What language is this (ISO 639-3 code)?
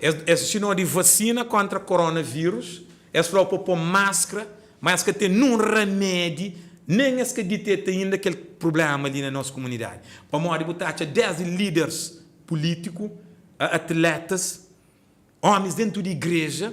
kea